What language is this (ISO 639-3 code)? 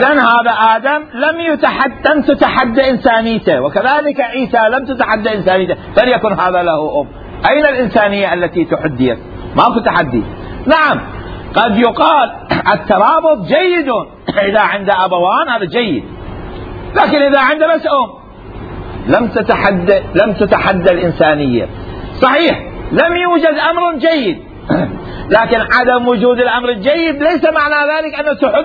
acm